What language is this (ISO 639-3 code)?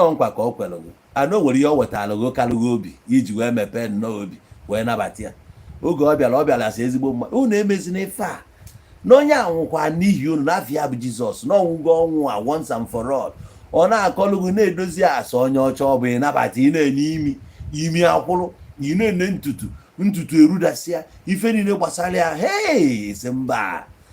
ibo